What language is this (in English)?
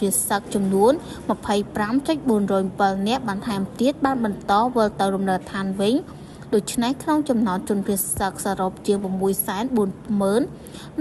Khmer